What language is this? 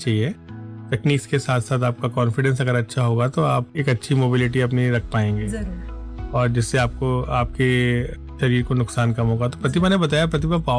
Hindi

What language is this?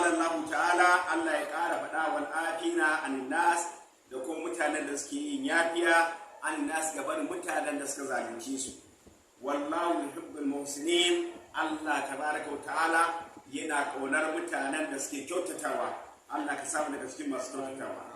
Hausa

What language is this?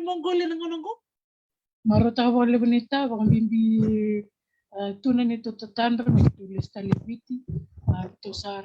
Fijian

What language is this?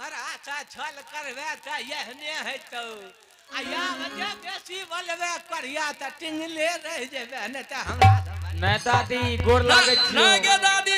Angika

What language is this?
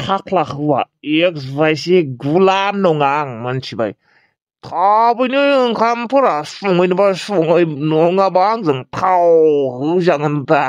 Bodo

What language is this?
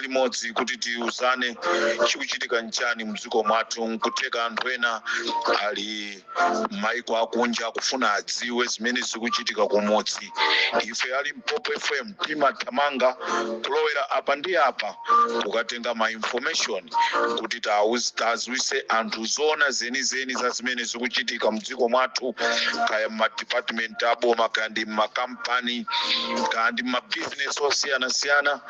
Nyanja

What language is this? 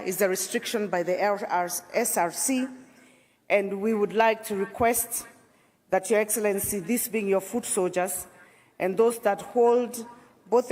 Kamba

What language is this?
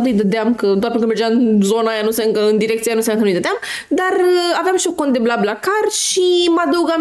Romanian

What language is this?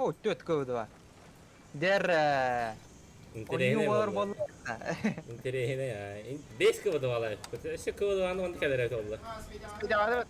Yakut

